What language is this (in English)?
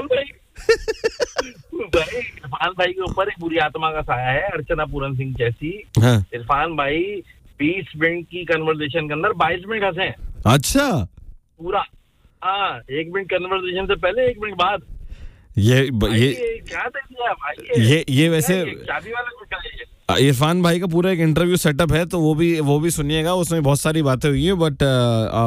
Hindi